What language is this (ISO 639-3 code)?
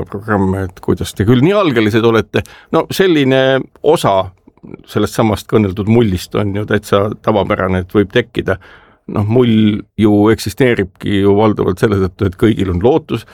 est